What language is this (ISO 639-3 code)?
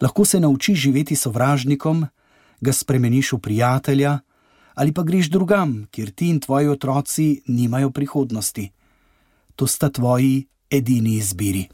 slv